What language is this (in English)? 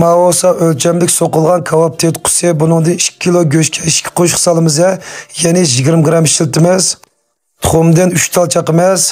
Uyghur